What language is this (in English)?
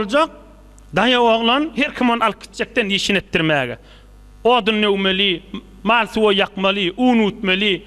Turkmen